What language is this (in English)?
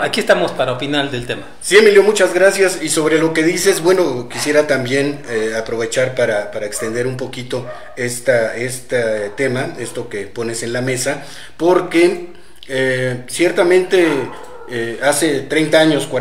Spanish